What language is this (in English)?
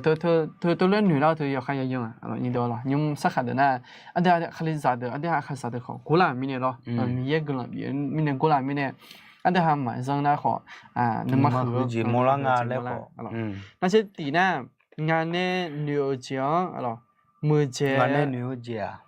Akha